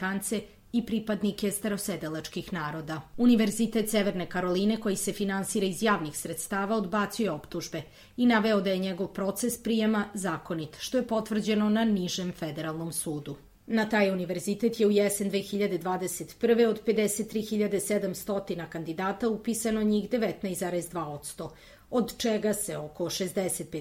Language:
Serbian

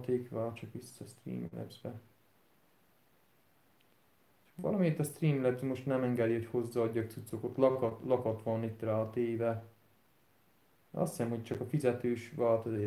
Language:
Hungarian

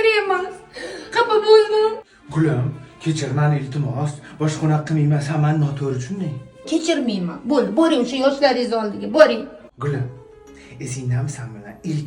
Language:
Uzbek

